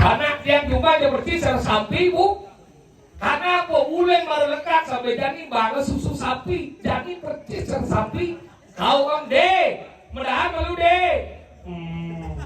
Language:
Balinese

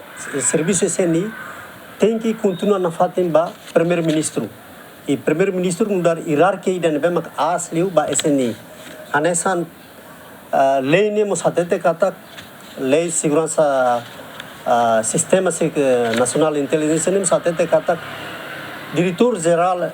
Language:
Tetum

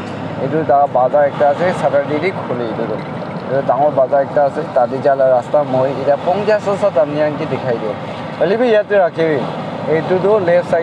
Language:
Naga Pidgin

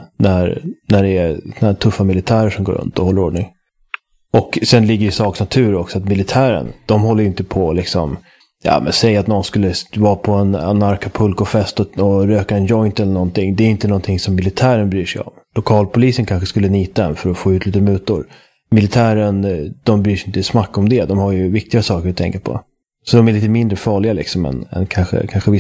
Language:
Swedish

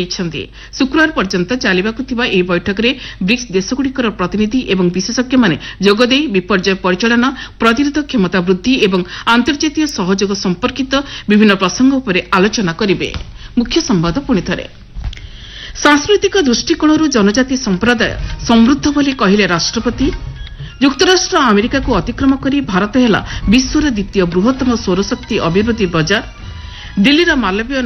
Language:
Odia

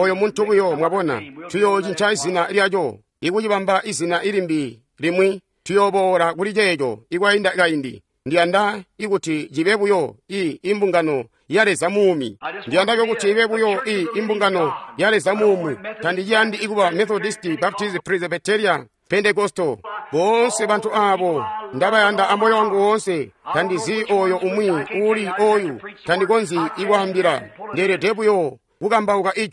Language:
Tonga (Zambia)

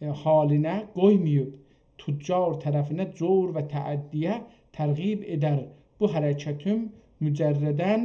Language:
South Azerbaijani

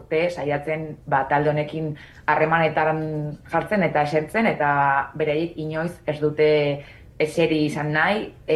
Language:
Basque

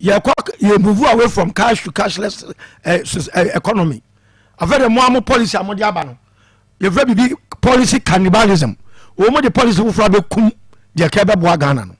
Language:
Akan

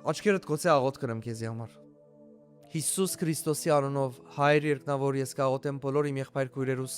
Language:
Western Armenian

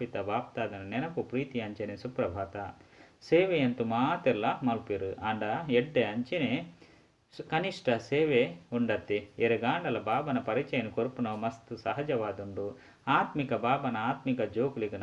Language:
Tulu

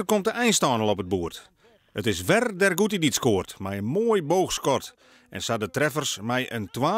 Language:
Western Frisian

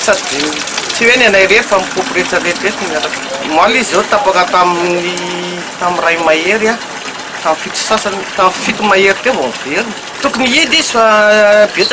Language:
Malagasy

